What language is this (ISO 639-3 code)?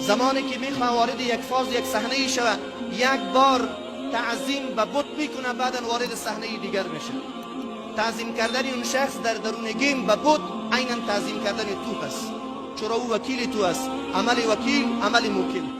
fas